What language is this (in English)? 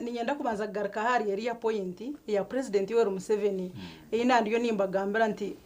Nyankole